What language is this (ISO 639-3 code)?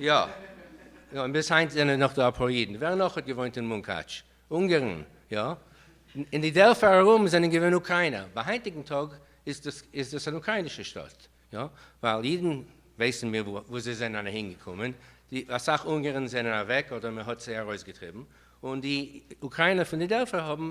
yid